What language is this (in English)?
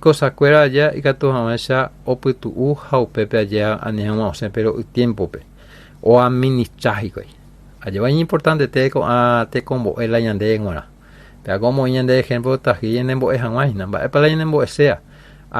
Guarani